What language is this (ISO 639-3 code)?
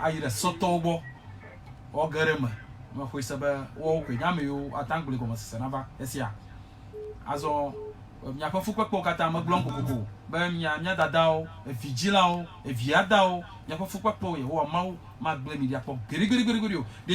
ewe